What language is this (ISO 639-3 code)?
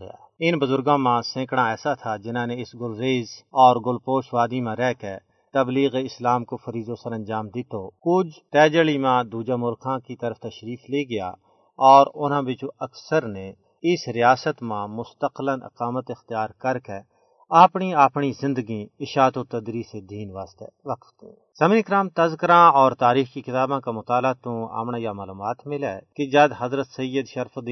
gju